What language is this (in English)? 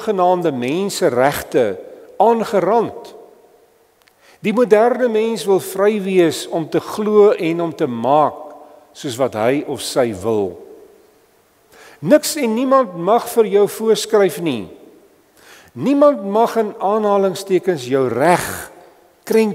Afrikaans